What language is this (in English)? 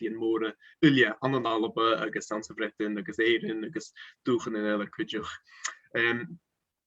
Scottish Gaelic